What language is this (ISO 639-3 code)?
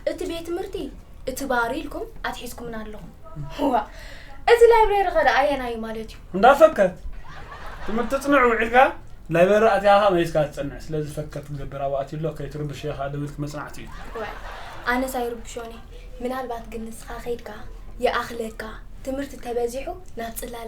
tir